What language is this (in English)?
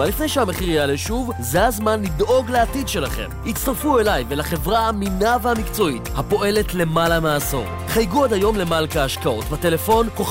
Hebrew